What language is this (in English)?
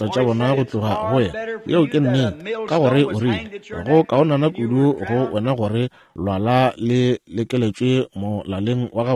Northern Sotho